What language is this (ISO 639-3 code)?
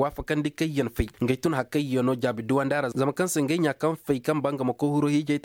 ses